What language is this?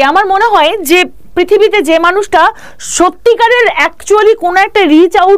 Bangla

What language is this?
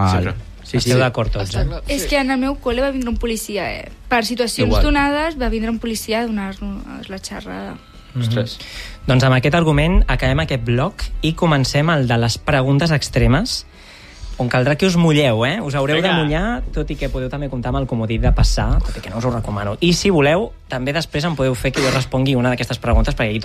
Catalan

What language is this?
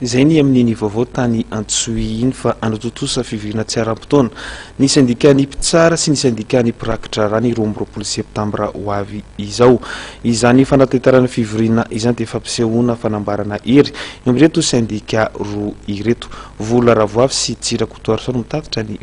Malagasy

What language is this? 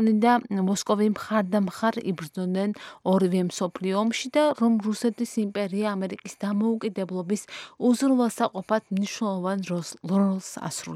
Georgian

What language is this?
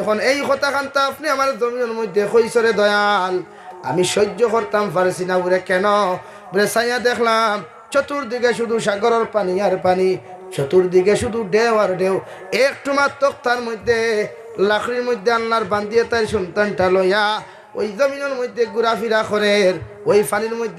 Sylheti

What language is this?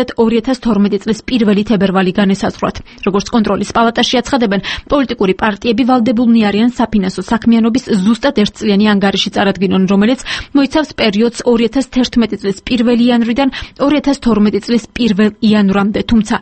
Georgian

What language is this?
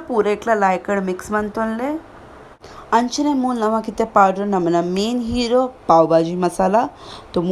Tulu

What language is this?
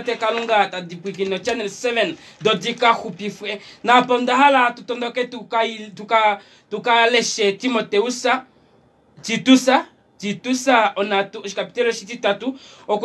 Kuanyama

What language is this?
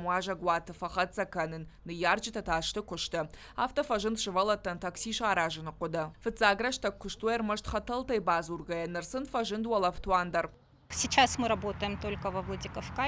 Ossetic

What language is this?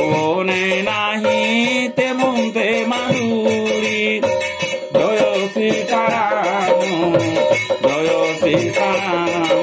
Bangla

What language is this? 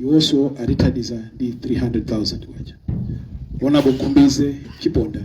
Nyanja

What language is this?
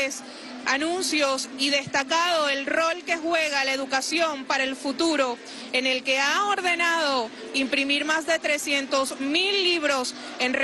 Spanish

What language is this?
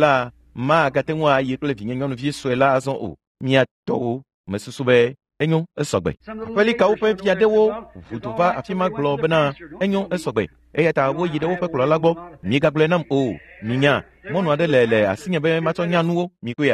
Ewe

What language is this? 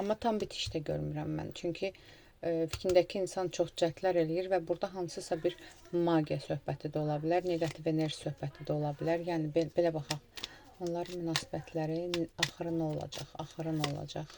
Azerbaijani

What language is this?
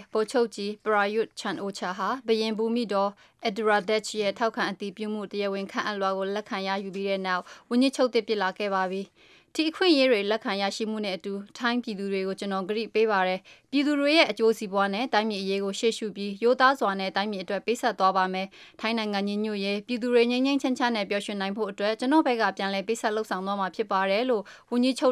Burmese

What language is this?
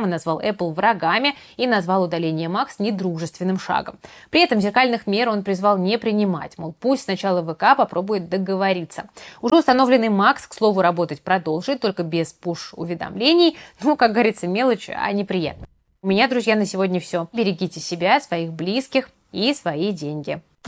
Russian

